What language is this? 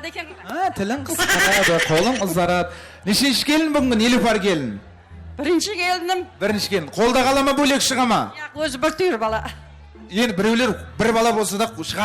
Kara-Kalpak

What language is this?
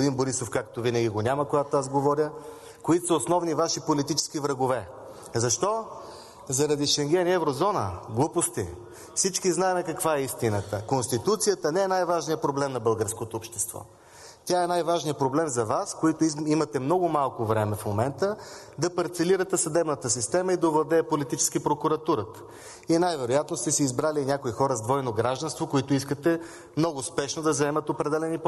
Bulgarian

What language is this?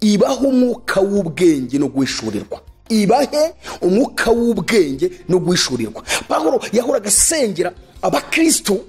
Kinyarwanda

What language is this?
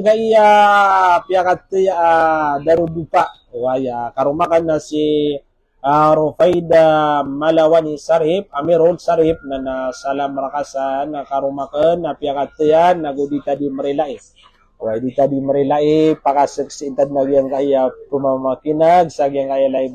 Maranao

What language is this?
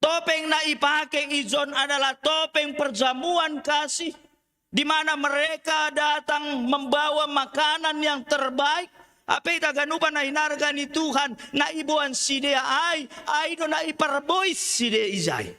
Batak Simalungun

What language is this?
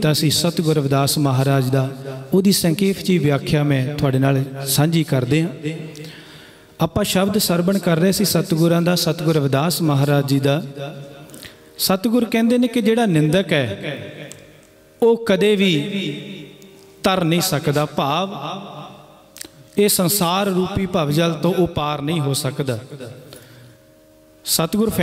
Punjabi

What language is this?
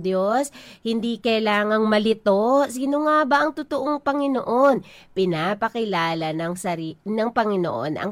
Filipino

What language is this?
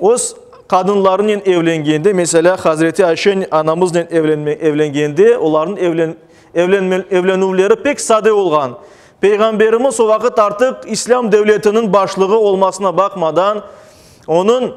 Crimean Tatar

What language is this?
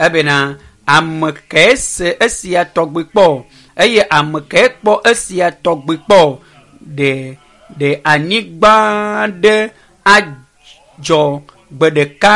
Ewe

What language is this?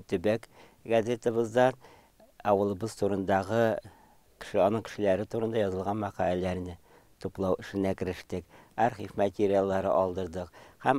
Tatar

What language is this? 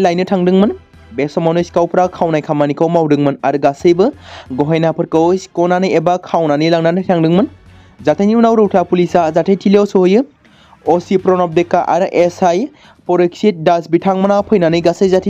Bodo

